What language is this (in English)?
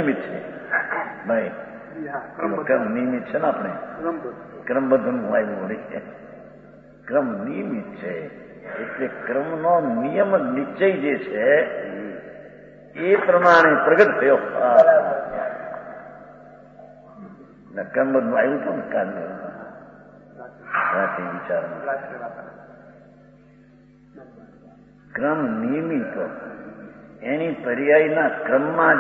Gujarati